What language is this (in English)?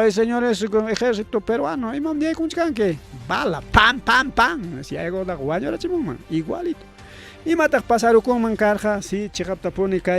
Ayacucho Quechua